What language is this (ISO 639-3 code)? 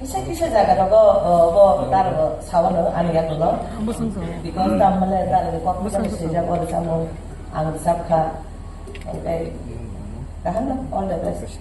trp